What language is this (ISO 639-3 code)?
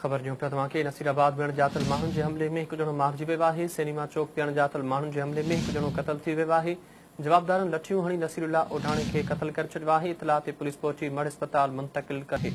snd